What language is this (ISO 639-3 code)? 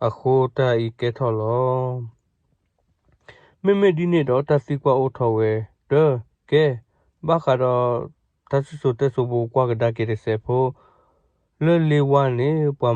ksw